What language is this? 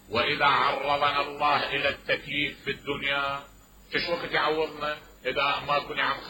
Mesopotamian Arabic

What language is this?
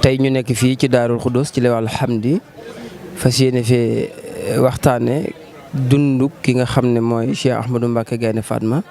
Wolof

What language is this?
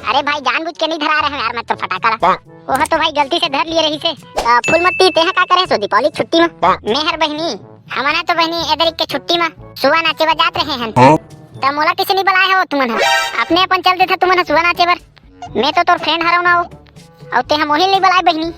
Chhattisgarhi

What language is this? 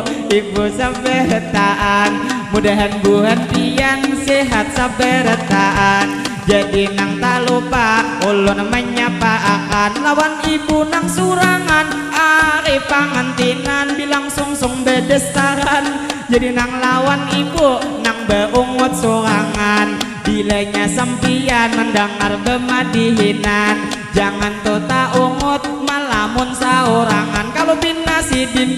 Banjar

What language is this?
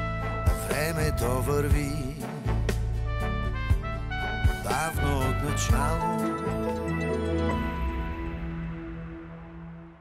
Bulgarian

